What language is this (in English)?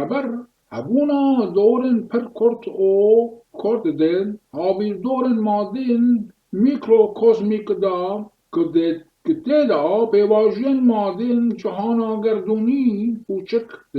Kurdish